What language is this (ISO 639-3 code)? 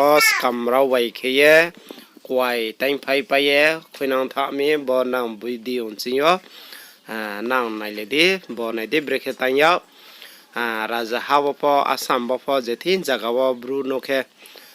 ria